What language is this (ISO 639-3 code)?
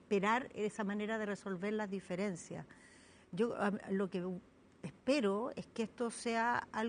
spa